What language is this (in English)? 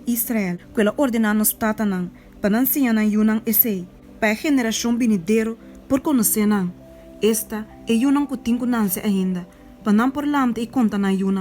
Papiamento